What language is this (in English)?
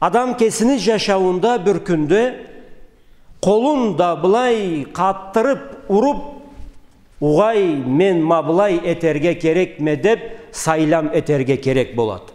Karachay-Balkar